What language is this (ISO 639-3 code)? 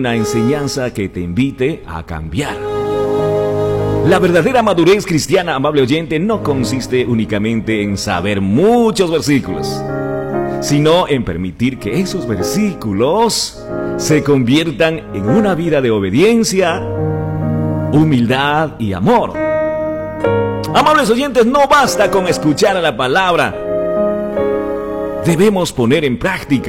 spa